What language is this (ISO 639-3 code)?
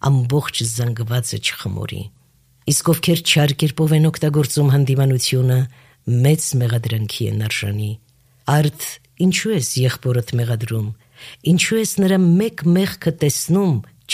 hye